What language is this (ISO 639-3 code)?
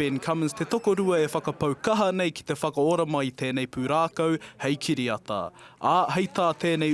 mri